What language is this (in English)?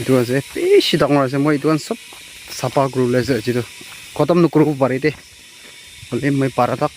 Naga Pidgin